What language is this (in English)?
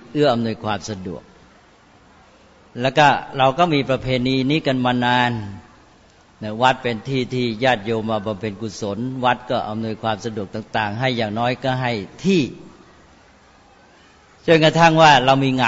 Thai